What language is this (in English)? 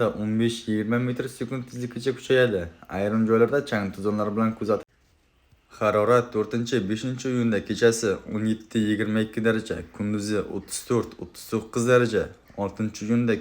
Uzbek